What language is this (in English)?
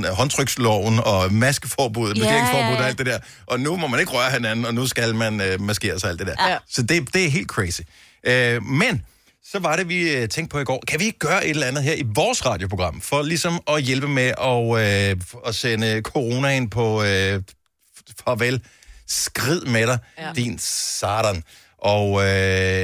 Danish